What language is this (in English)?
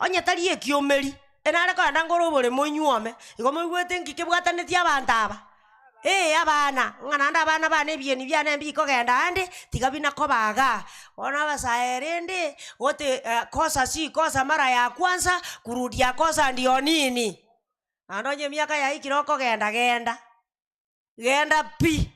Gusii